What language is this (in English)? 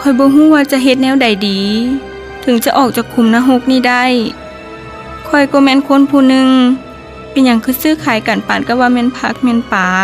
Lao